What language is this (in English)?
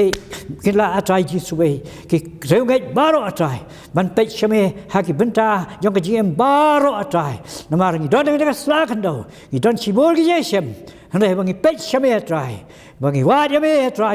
Khasi